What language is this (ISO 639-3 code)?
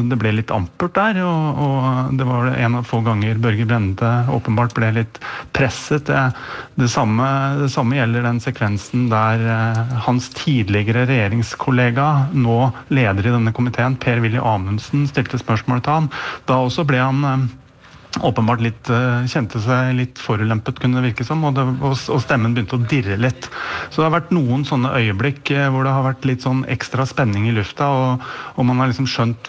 nor